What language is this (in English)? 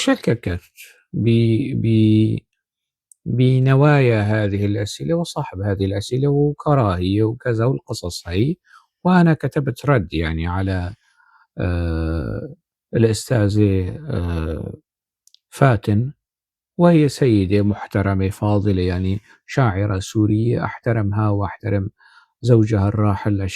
North Levantine Arabic